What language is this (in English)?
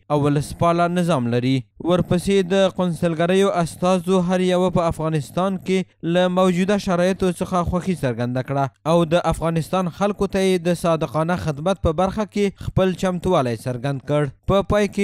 Pashto